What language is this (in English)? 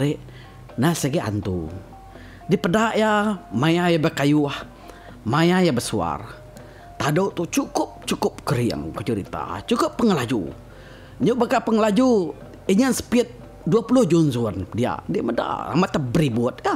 Iban